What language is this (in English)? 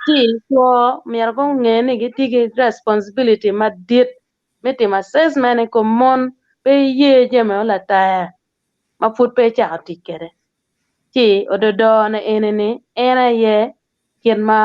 Acoli